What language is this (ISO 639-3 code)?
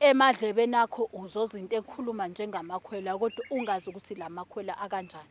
zul